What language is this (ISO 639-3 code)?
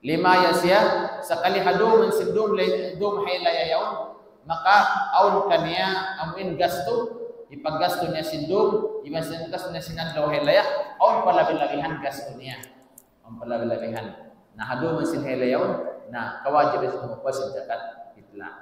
tsg